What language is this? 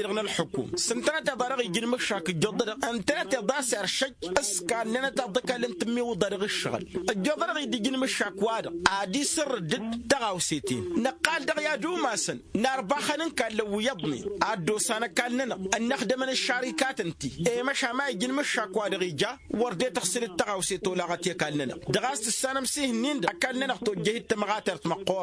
Tamasheq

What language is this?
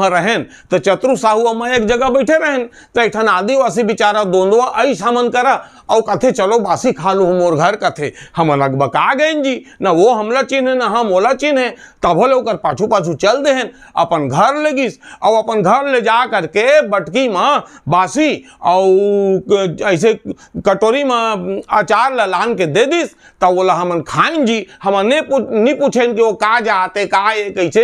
Chhattisgarhi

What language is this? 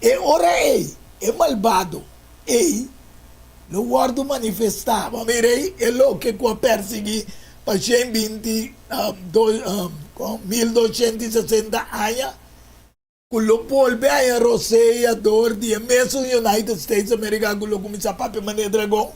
Papiamento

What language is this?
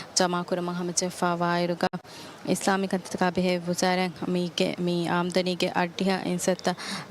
Divehi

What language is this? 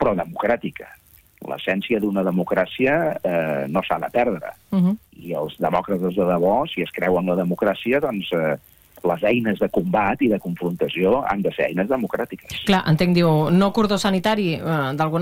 Catalan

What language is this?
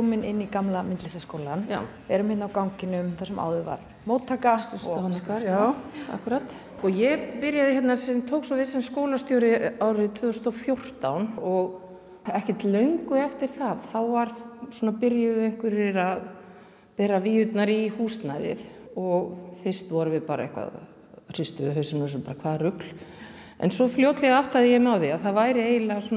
Icelandic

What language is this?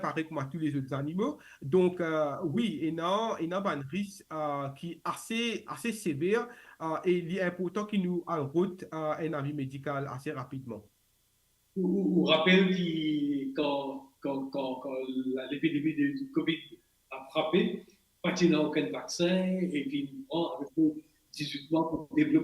Morisyen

